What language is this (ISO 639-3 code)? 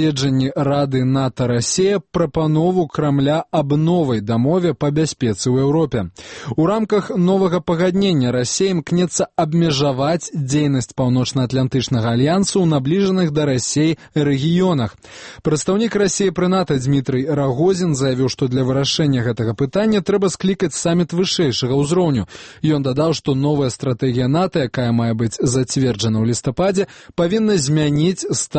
bel